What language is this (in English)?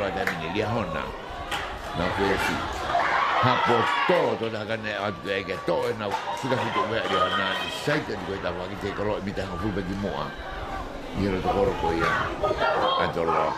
Tongan